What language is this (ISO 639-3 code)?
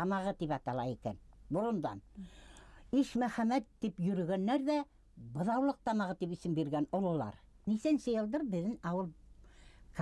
bak